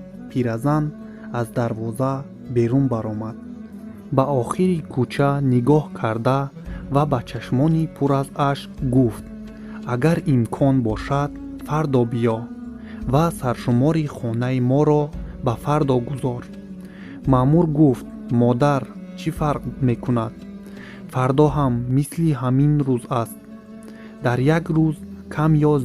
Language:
Tajik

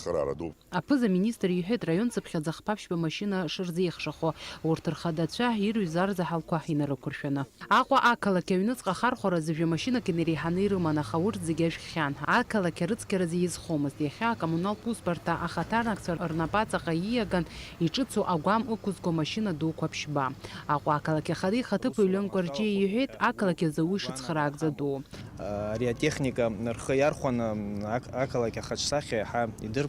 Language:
Abkhazian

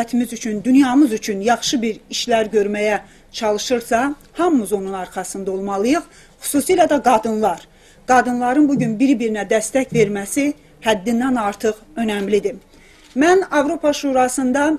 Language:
South Azerbaijani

